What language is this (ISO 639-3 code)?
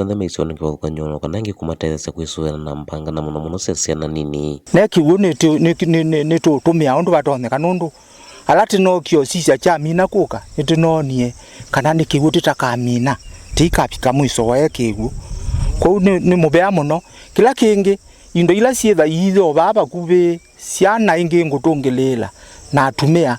kam